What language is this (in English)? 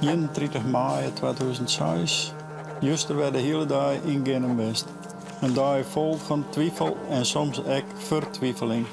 Western Frisian